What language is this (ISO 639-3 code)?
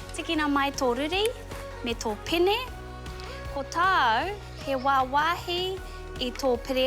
mri